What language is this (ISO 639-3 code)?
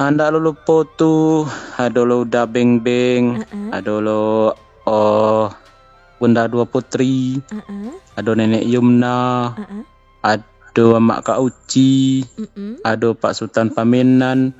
min